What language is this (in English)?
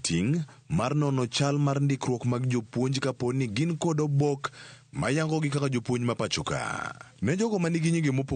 Luo (Kenya and Tanzania)